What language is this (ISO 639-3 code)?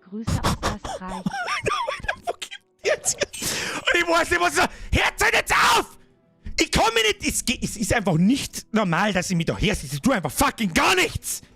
bar